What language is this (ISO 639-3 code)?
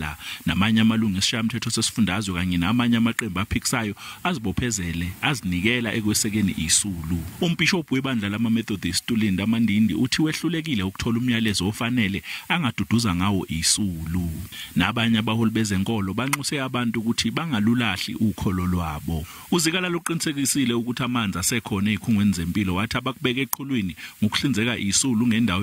zul